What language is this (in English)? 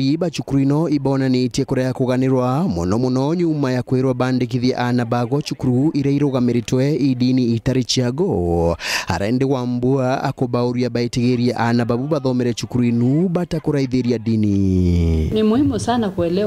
Meru